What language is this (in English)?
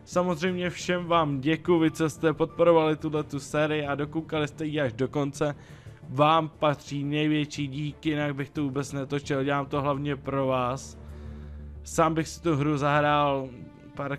Czech